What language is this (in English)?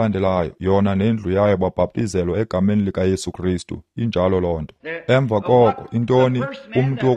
Xhosa